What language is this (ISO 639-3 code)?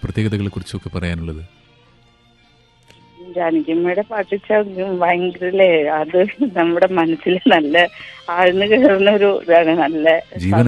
mal